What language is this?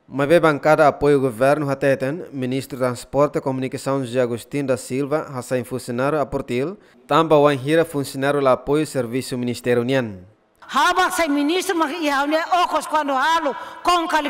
Tetum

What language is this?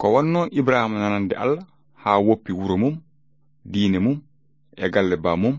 Fula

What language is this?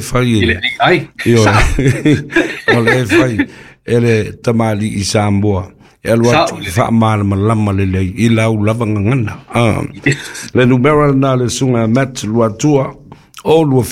Samoan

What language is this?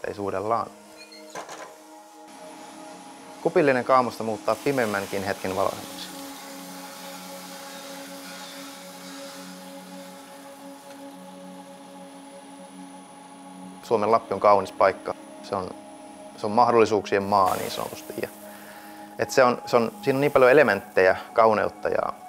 Finnish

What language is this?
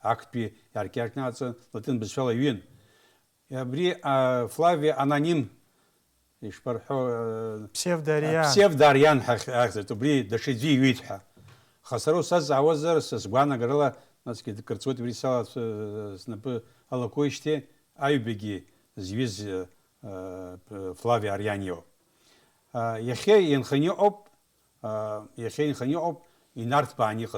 Abkhazian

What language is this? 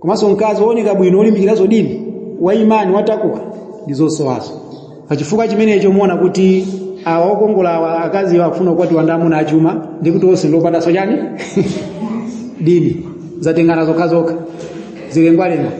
Nyanja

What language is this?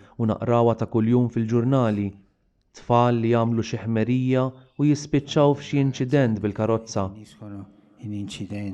Maltese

